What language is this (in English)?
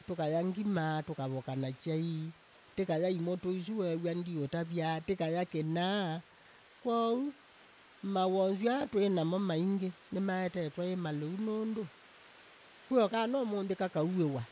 Kamba